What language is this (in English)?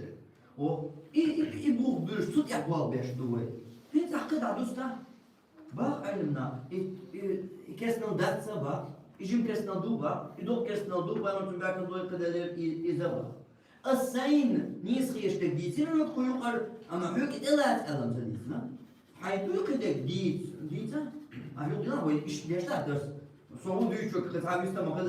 Chechen